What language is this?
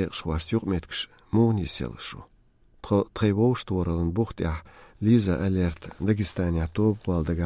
Chechen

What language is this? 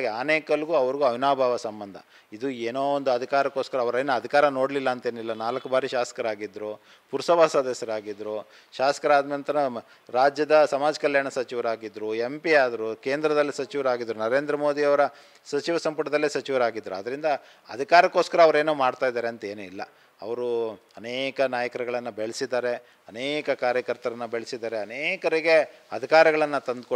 Kannada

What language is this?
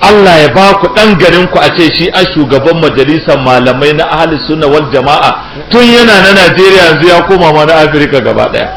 Hausa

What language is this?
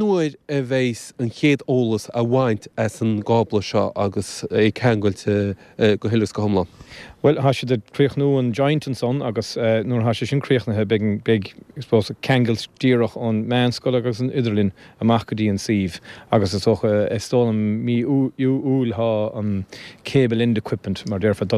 Irish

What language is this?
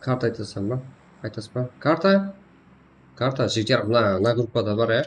Kara-Kalpak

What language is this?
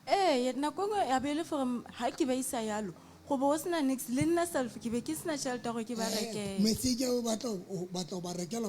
Southern Sotho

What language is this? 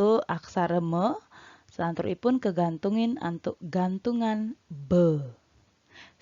Balinese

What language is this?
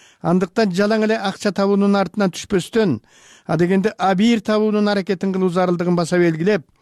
Kyrgyz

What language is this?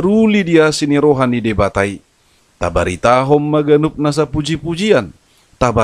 Batak Toba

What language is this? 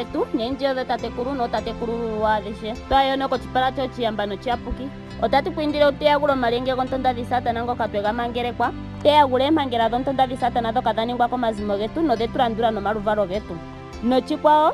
Ndonga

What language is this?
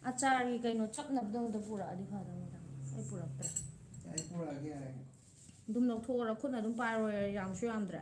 Manipuri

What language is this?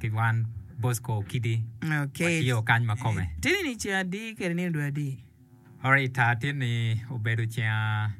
Acoli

